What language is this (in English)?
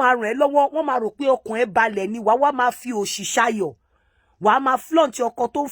Yoruba